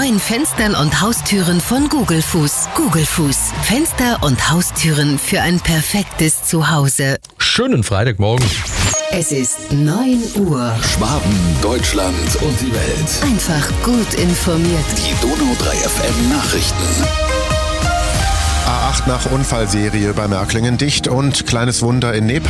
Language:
German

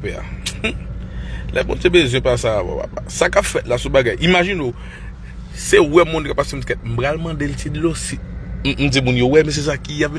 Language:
Haitian Creole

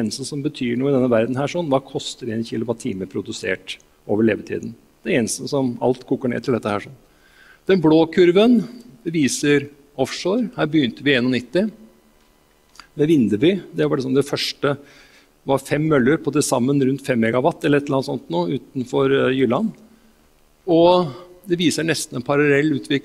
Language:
Norwegian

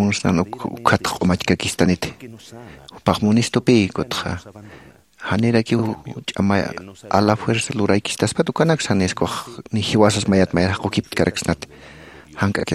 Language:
Aymara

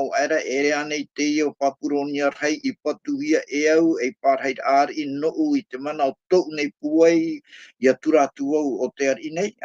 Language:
Tahitian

